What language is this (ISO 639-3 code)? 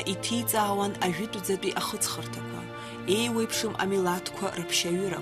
abk